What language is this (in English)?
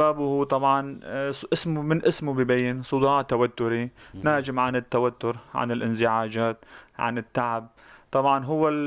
North Levantine Arabic